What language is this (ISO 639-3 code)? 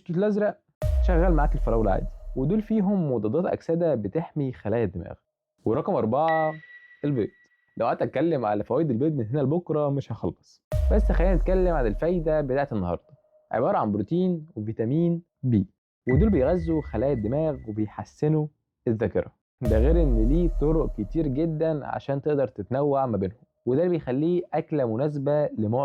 arz